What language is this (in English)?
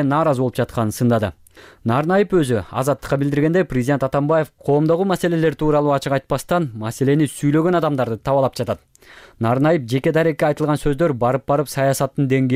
Kyrgyz